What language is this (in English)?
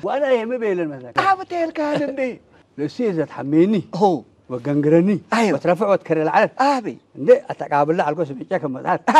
Tigre